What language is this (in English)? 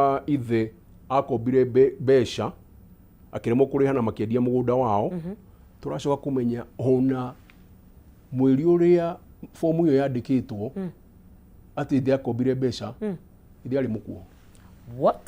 Kikuyu